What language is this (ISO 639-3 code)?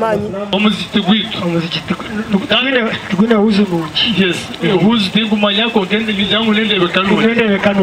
nyn